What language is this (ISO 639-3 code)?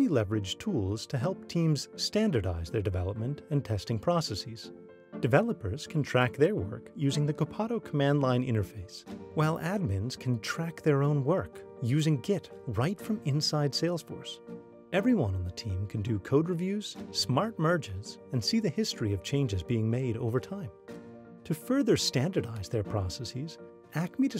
eng